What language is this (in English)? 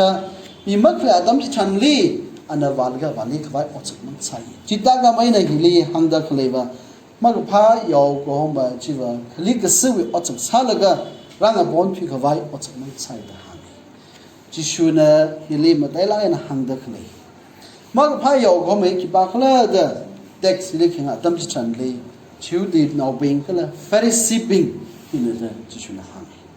Tangkhul Naga (India)